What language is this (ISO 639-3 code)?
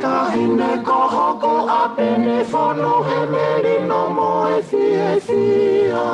ton